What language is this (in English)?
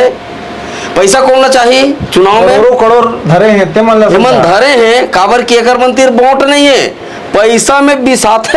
Chhattisgarhi